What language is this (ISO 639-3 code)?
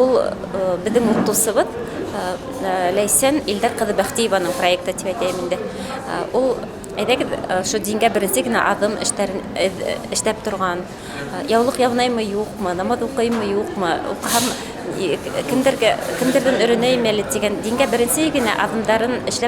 bak